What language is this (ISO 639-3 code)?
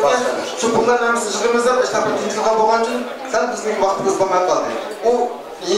uig